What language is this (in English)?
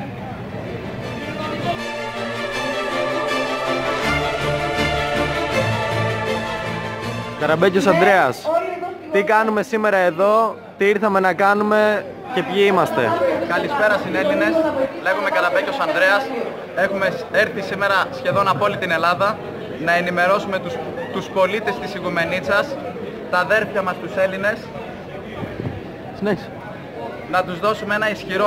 Greek